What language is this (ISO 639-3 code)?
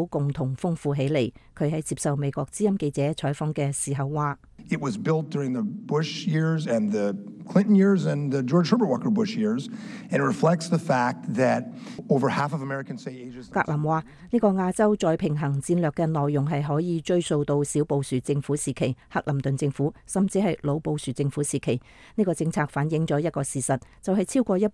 yue